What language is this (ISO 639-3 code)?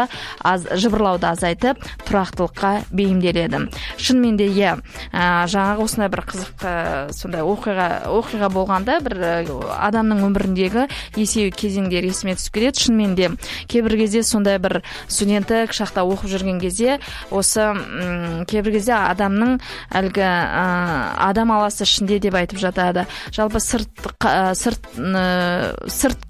kaz